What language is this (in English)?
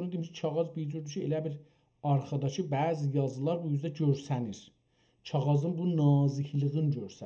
South Azerbaijani